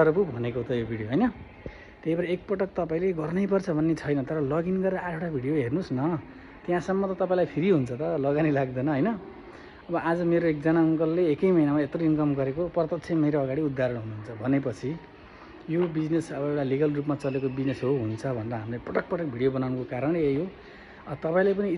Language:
Nepali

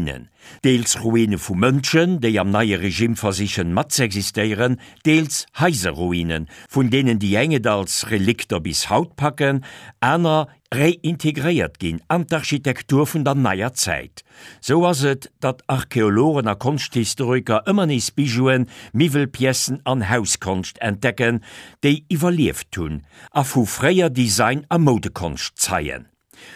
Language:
Luxembourgish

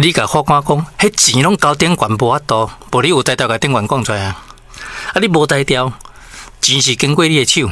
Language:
Min Nan Chinese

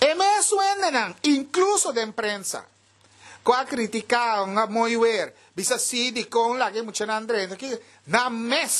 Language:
Papiamento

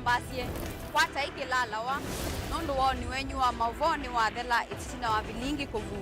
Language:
Kamba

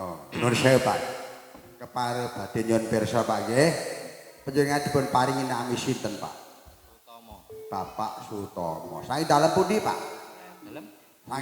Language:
Javanese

